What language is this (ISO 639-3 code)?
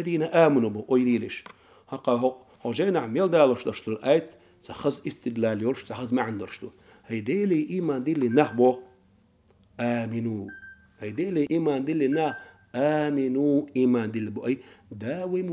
che